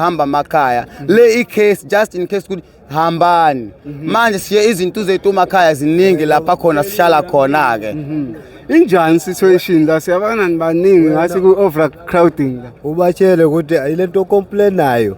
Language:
Zulu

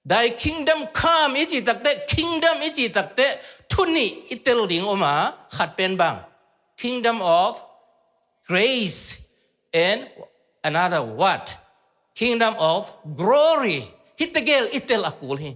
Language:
Tedim Chin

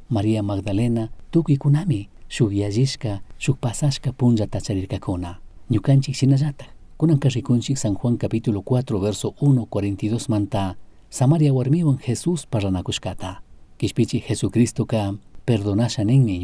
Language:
Chimborazo Highland Quichua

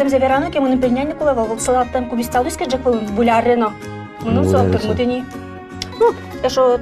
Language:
Udmurt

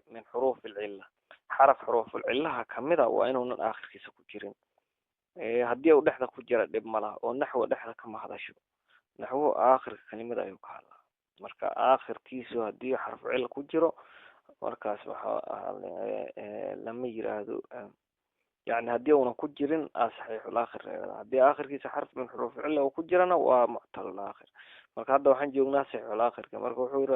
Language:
Somali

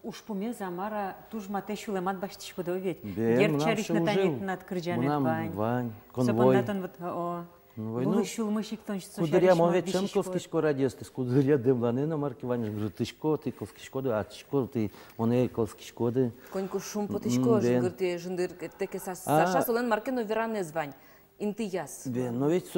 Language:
Udmurt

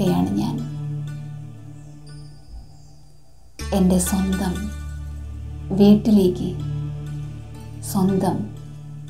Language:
Malayalam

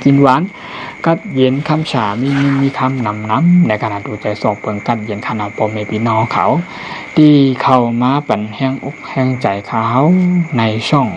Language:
Shan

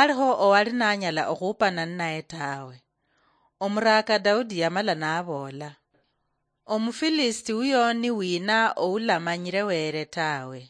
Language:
Luyia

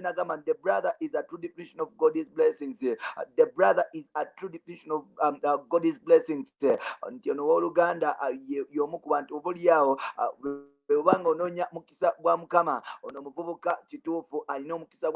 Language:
Ganda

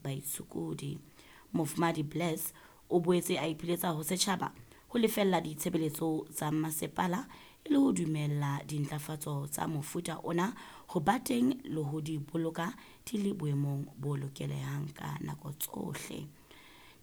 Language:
Southern Sotho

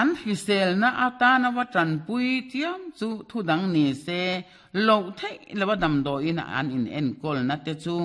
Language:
Mizo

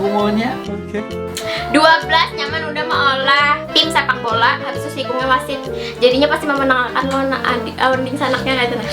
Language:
Banjar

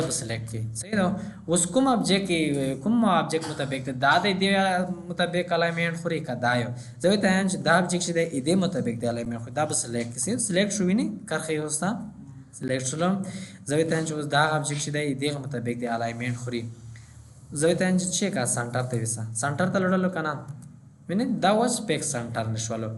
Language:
Pashto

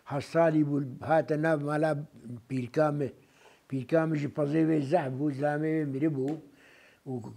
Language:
Kurdish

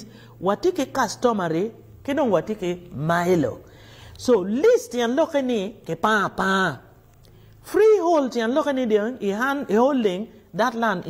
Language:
Acoli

